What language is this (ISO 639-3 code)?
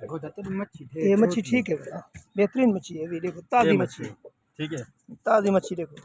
skr